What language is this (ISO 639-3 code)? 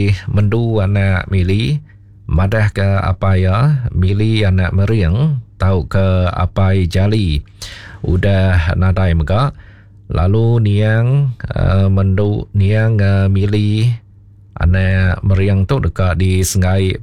iba